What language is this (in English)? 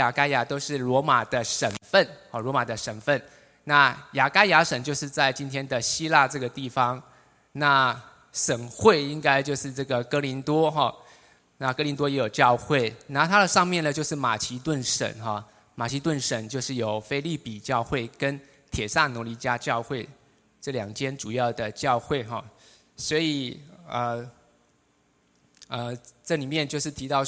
Chinese